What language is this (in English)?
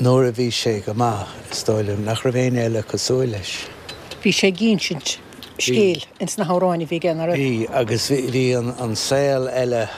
Irish